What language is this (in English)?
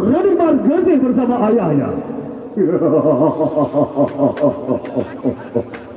Sasak